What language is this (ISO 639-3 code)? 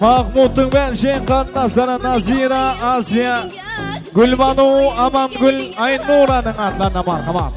kaa